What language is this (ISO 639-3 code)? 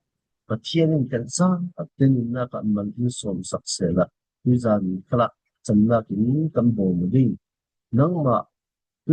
cfm